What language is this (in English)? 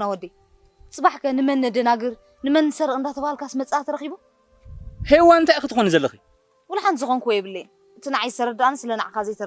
Tigrinya